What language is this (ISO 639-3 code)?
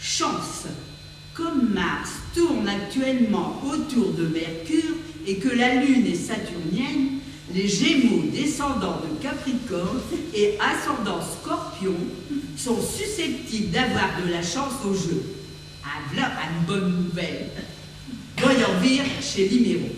pcd